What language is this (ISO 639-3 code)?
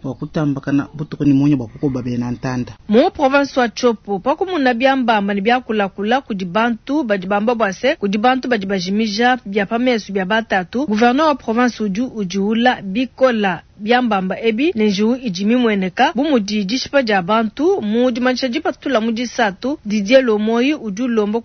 lua